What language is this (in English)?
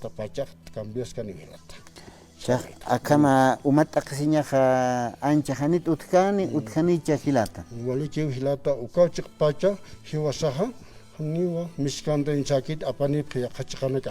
Aymara